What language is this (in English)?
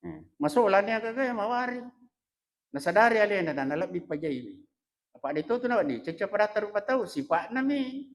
Buginese